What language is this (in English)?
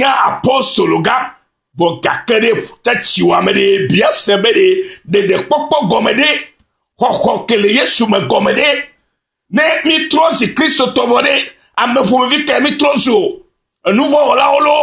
Ewe